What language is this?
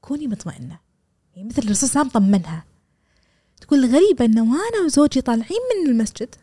Gulf Arabic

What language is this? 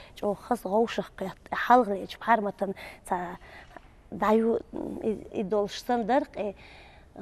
Chechen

